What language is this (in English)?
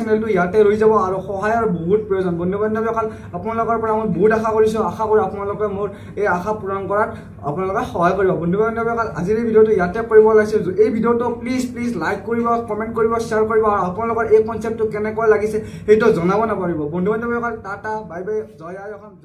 Assamese